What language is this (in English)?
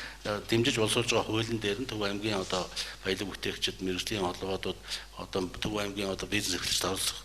Mongolian